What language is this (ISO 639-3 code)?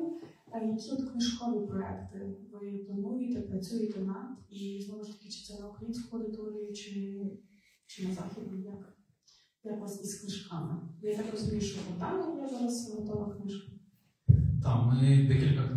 ukr